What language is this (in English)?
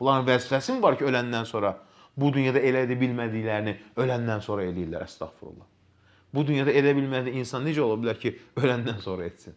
Azerbaijani